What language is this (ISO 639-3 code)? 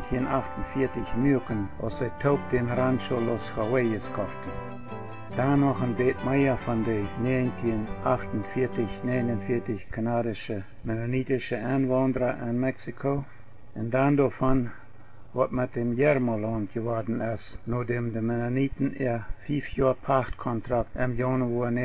pdt